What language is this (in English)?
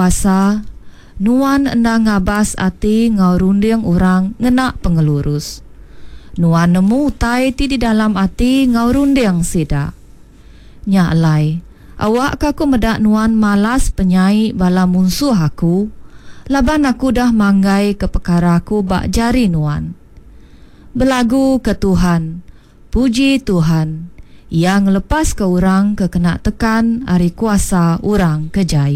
Iban